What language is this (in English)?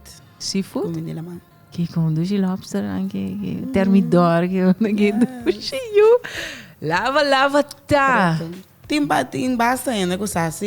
Papiamento